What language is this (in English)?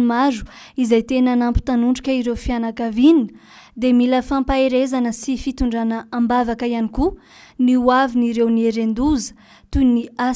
Malagasy